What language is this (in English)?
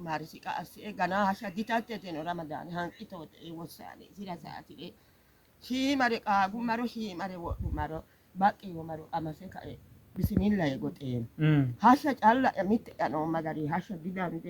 Sidamo